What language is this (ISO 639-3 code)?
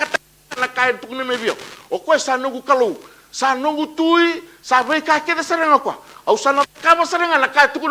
fij